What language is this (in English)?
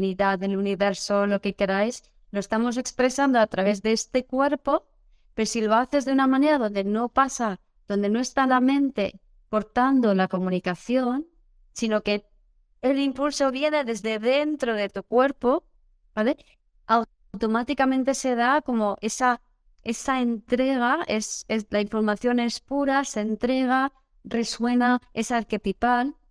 Spanish